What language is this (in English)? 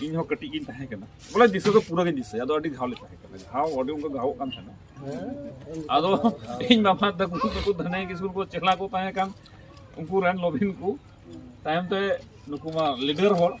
Santali